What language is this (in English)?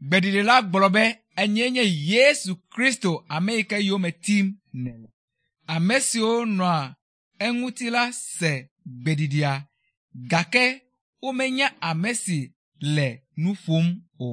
Ewe